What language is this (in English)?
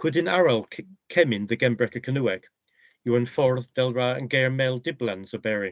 Cornish